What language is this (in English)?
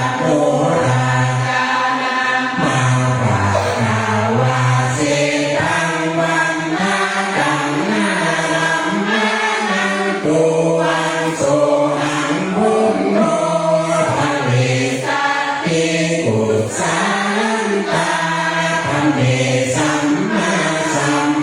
Pali